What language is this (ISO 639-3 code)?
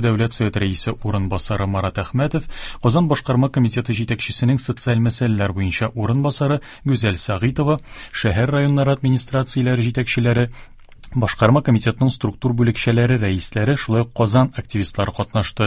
tat